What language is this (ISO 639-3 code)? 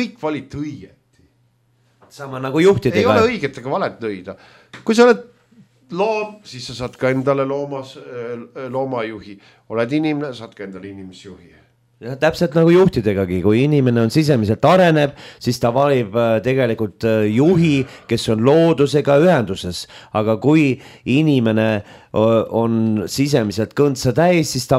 est